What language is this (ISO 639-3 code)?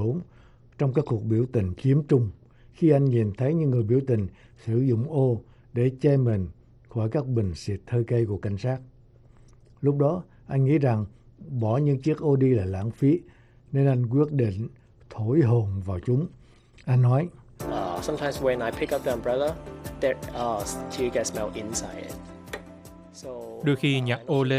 vie